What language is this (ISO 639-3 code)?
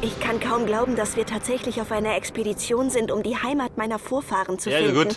bar